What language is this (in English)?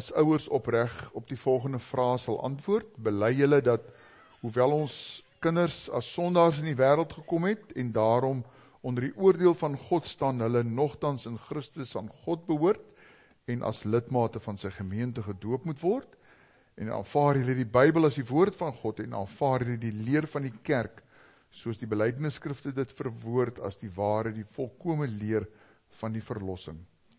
Afrikaans